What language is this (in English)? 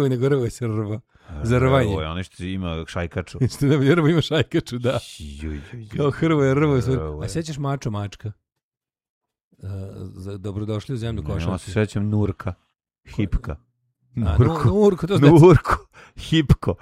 Serbian